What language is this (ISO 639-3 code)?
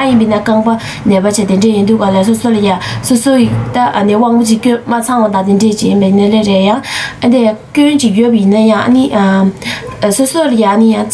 bod